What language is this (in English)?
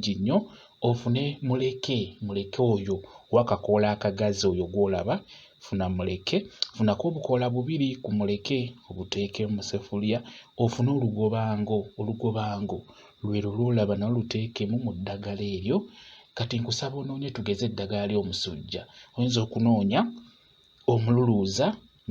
Ganda